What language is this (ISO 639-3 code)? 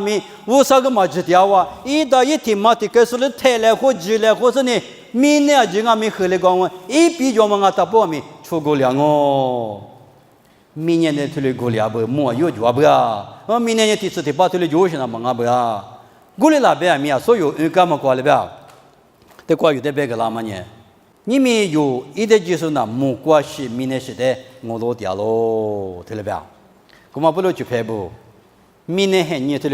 lis